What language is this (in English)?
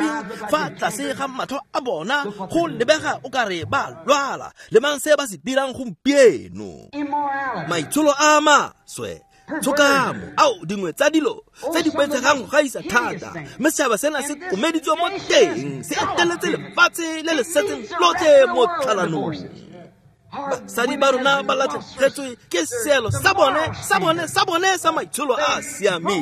Tswana